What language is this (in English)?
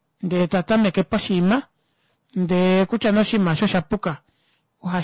Kuanyama